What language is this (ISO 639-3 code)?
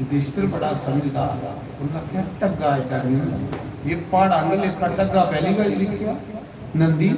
doi